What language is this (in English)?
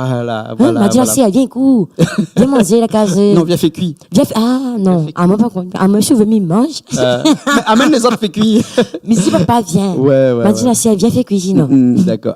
Réunion Creole French